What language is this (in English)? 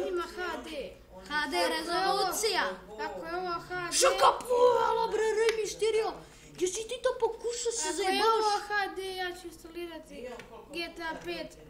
Bosnian